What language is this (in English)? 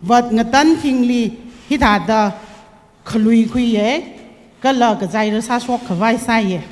Tangkhul Naga (India)